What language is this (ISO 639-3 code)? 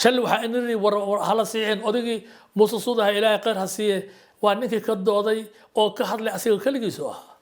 som